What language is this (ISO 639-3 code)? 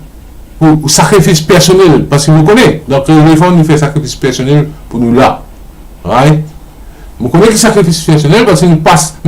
mfe